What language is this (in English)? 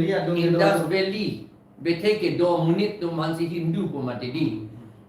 Karbi